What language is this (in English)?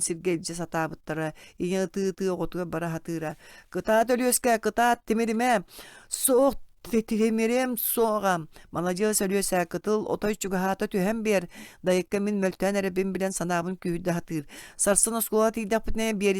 Yakut